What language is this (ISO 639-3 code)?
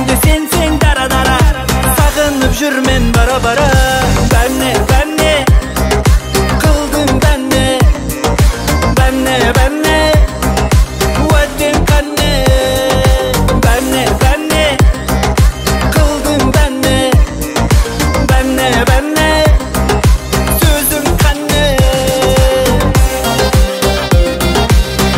kaz